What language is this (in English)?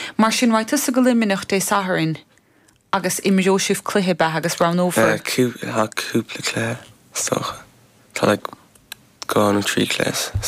Irish